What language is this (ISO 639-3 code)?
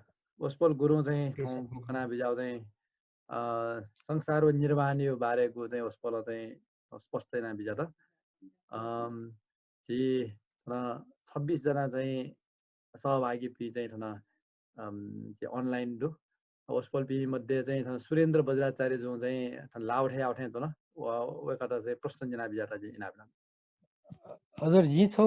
new